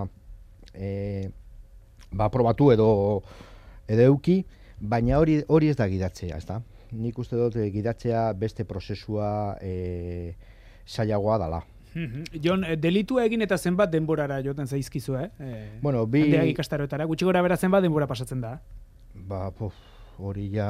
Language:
Basque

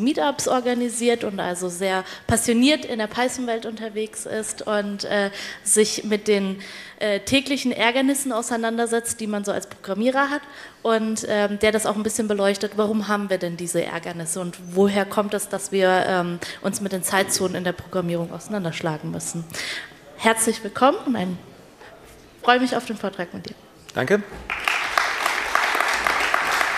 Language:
German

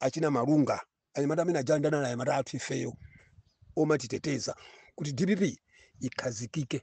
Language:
Nyanja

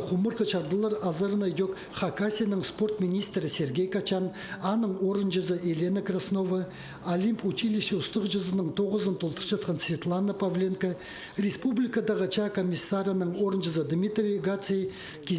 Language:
Khakas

